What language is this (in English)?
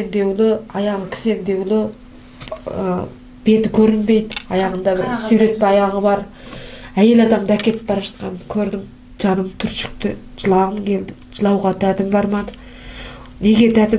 Kazakh